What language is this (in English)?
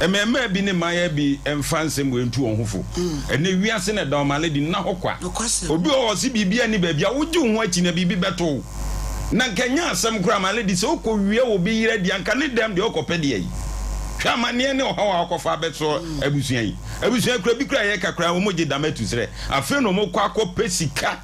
Akan